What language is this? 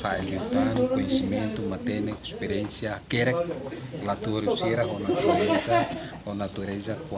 Tetum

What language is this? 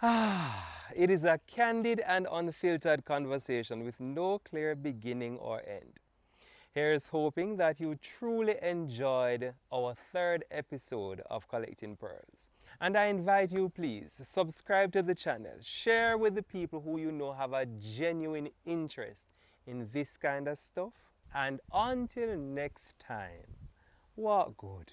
Jamaican Creole English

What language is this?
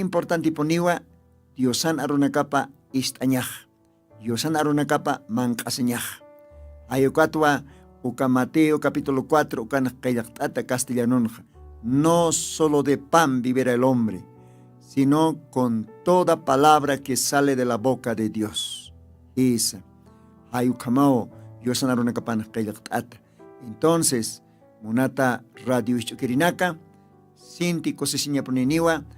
Aymara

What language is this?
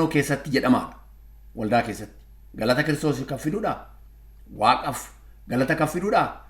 Oromo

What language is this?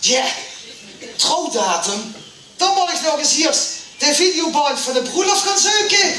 Limburgish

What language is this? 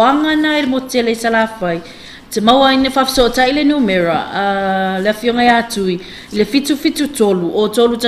Samoan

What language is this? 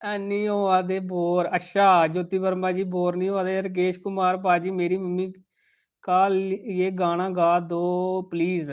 Dogri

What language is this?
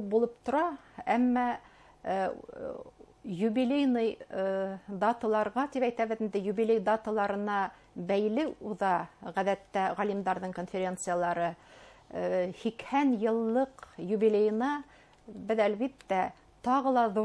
Bashkir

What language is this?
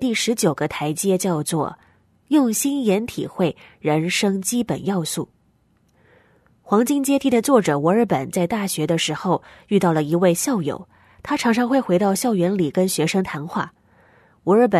Chinese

